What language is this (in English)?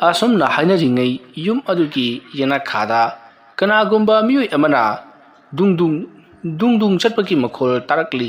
Manipuri